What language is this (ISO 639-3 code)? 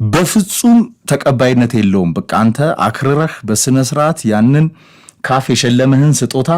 amh